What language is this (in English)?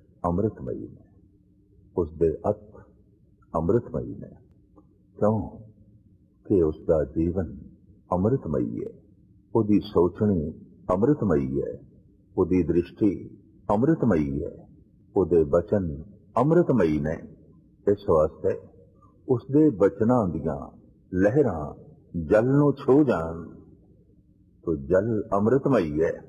Punjabi